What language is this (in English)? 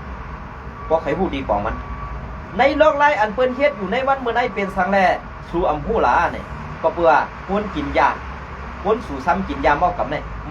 Shan